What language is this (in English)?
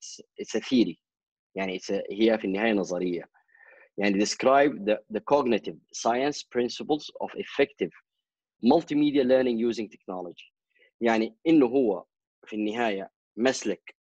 Sudanese Arabic